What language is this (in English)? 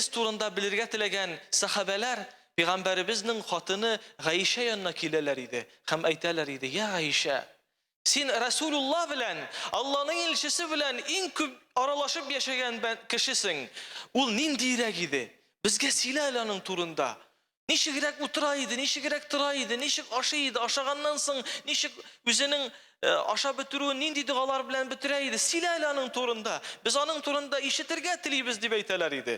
Tatar